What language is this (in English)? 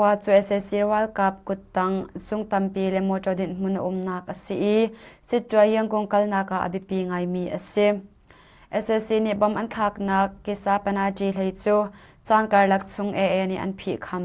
Hakha Chin